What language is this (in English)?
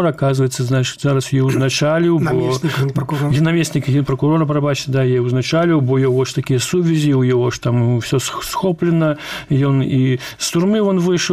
Belarusian